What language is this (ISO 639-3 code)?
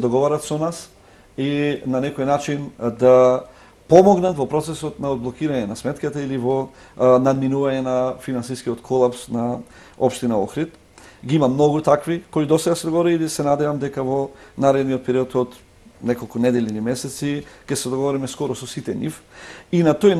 mkd